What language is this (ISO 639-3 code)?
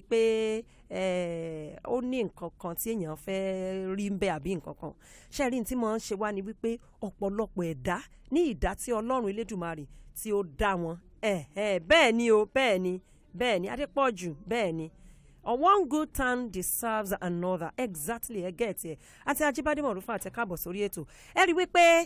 yor